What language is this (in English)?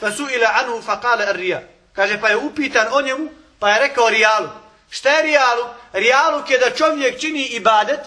Bosnian